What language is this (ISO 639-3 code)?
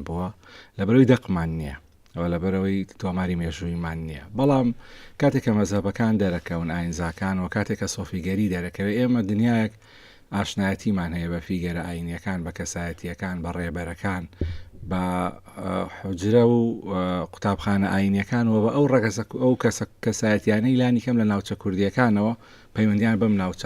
ckb